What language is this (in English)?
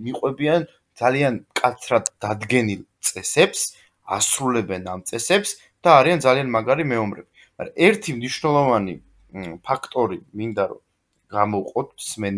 Georgian